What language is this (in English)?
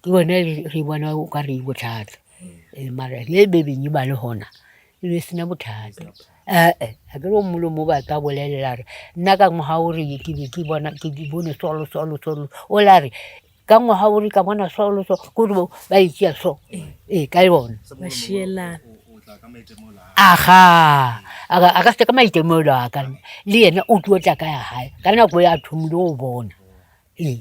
Northern Sotho